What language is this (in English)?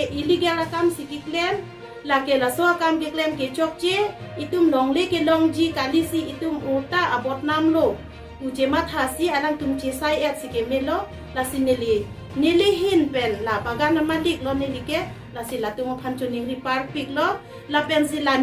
Karbi